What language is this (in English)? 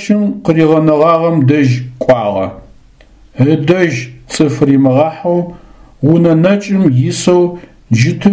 Adyghe